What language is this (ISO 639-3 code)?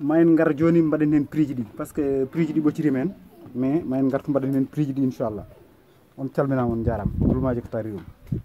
ful